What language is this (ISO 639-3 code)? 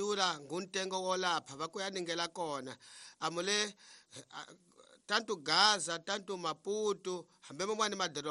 tso